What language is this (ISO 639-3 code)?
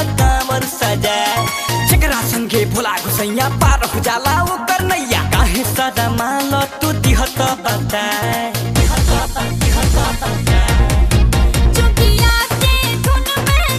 bho